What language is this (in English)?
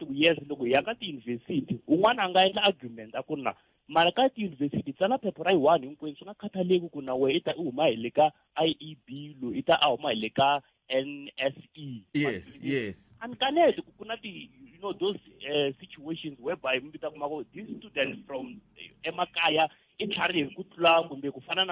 Tsonga